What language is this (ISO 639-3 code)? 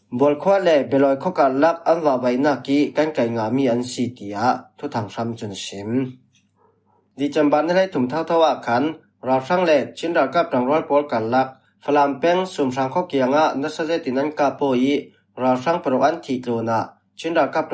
cfm